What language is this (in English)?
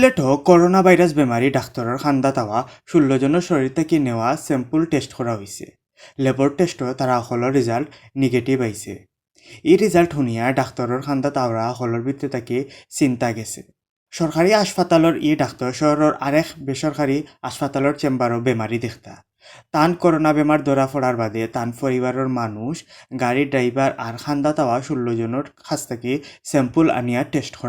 Sylheti